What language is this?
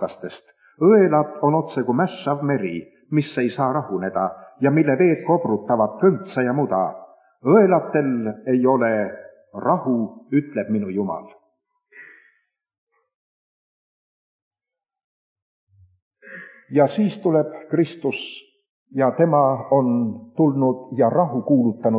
Estonian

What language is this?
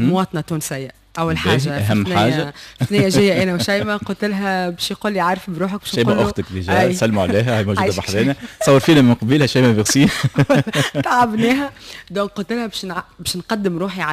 Tunisian Arabic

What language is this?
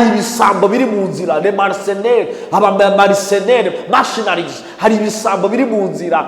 Kinyarwanda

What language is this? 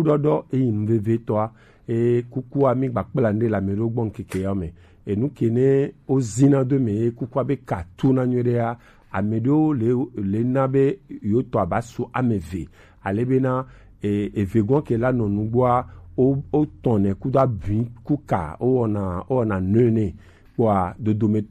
Gen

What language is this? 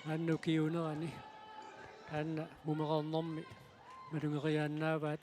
Kalaallisut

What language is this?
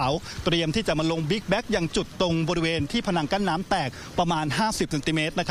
Thai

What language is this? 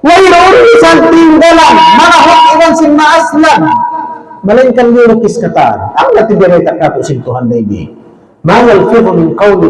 Tausug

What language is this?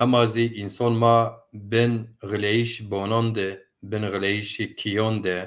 Zaza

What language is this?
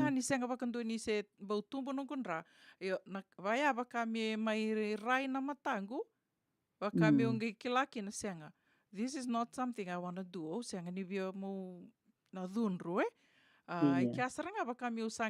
Fijian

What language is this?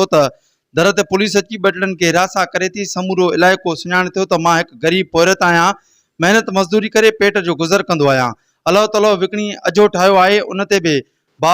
Sindhi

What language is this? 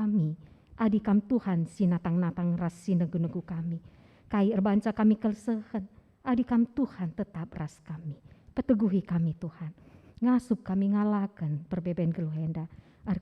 Batak Karo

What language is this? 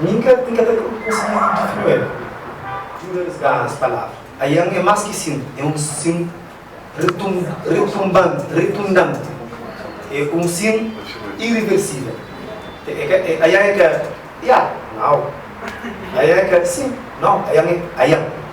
Kabuverdianu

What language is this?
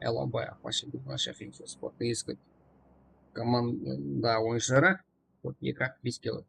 Kara-Kalpak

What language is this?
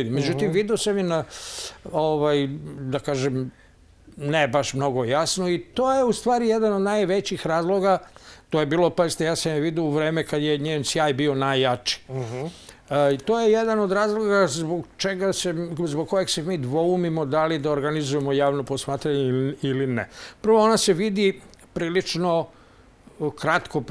Serbian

